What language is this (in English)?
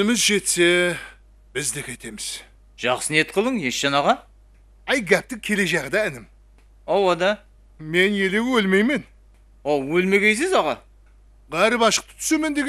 Kara-Kalpak